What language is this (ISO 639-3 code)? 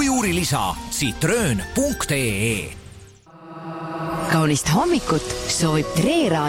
est